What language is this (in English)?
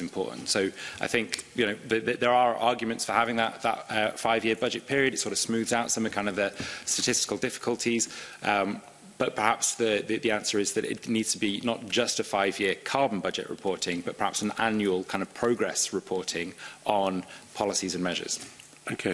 English